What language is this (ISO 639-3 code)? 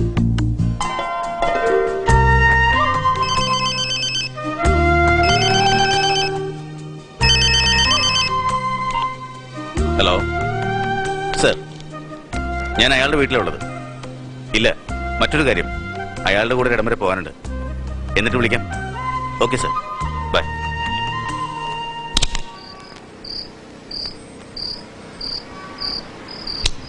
mal